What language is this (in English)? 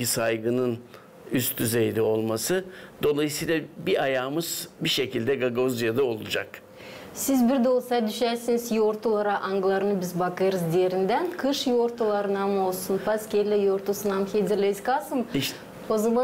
Gagauz